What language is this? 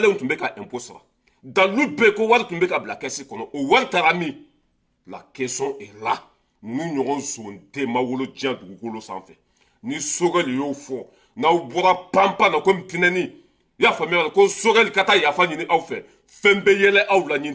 Bambara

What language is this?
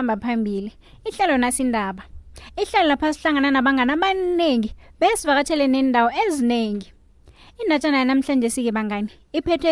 South Ndebele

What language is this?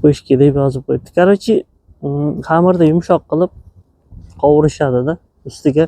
Uzbek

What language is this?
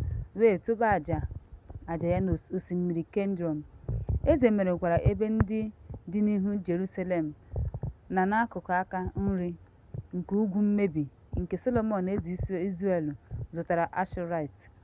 Igbo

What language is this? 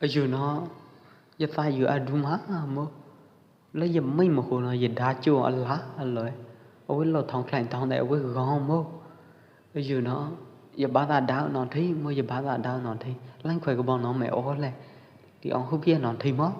Pwo Eastern Karen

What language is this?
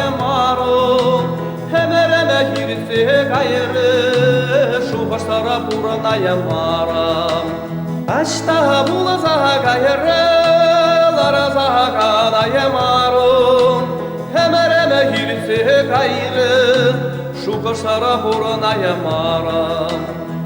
Chuvash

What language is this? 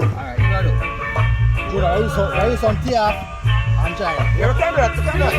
Jamaican Creole English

